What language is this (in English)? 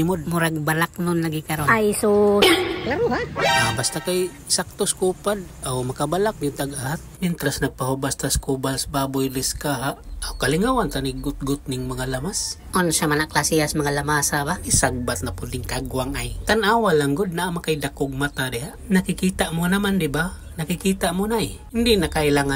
Cebuano